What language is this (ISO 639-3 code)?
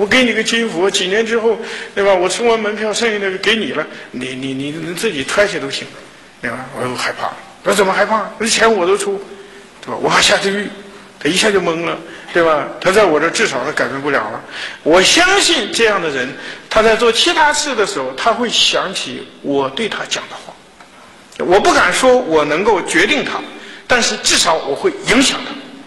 zho